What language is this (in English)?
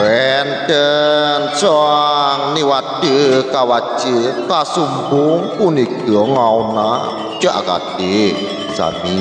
Balinese